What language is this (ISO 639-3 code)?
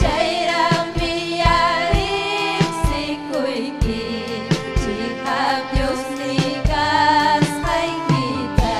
quy